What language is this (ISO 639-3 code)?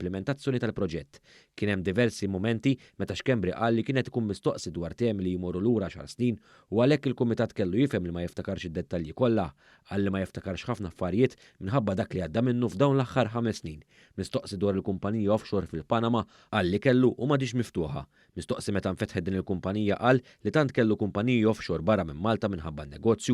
mlt